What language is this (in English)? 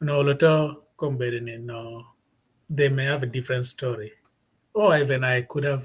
Acoli